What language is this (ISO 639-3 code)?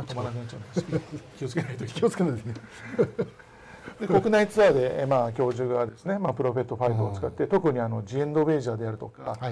jpn